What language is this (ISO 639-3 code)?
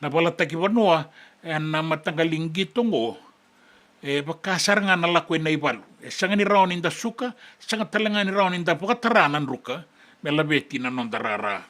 fij